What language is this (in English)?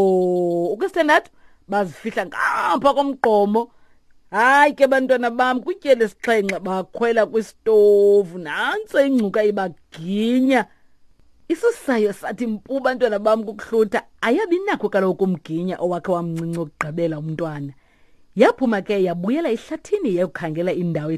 Xhosa